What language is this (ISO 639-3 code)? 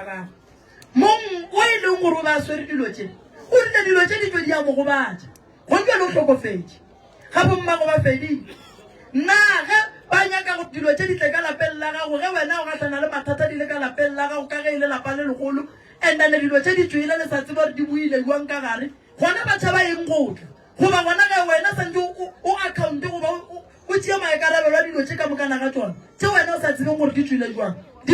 nso